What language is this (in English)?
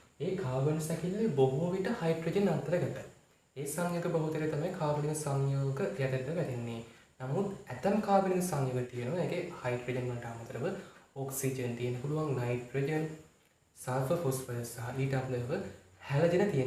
Sinhala